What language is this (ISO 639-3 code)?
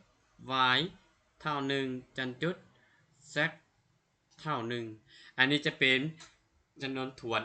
lao